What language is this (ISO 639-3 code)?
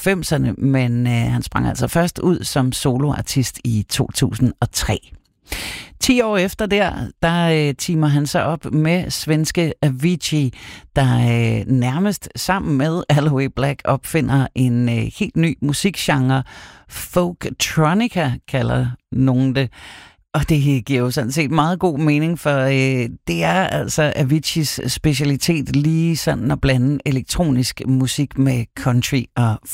dan